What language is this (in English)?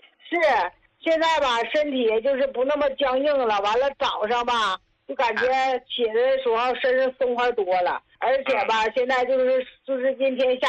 Chinese